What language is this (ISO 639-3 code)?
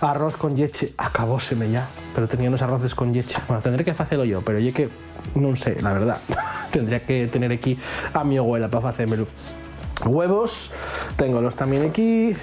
ast